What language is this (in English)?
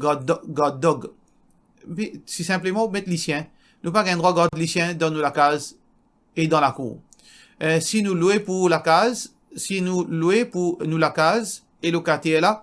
Morisyen